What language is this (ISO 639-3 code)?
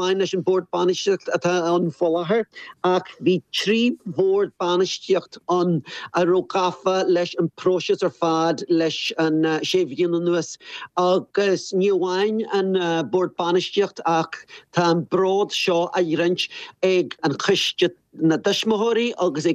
gle